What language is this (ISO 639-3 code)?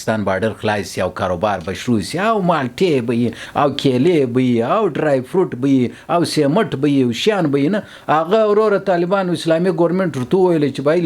pus